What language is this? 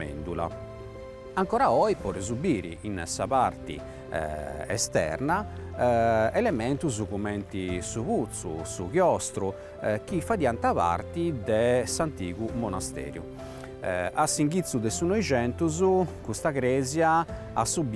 Sardinian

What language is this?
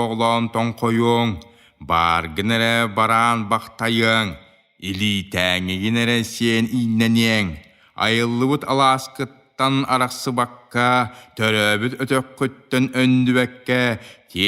Yakut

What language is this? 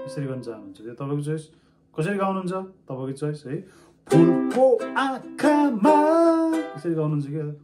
Nepali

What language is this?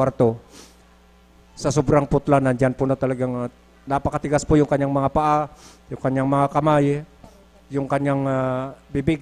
Filipino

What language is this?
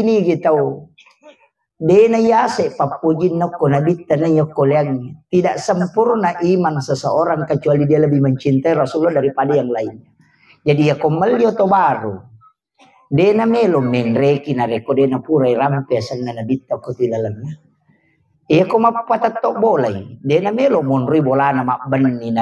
Buginese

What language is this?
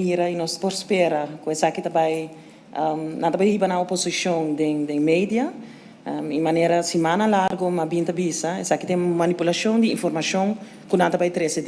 Papiamento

